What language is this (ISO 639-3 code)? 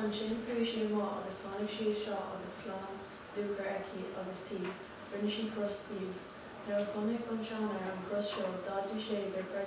gle